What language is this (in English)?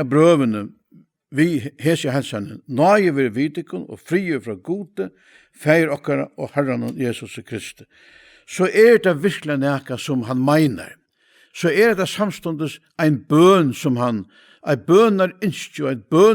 Faroese